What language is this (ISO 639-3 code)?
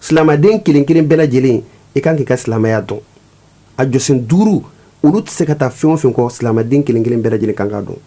bam